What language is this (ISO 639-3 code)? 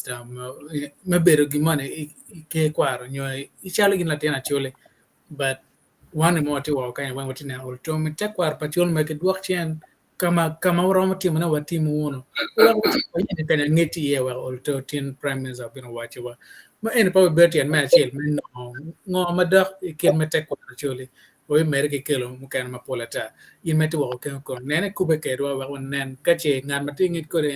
ach